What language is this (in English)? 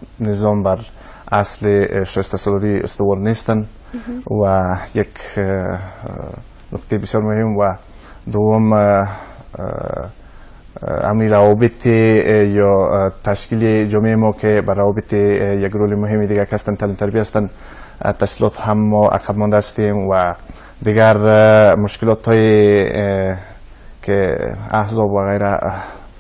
Persian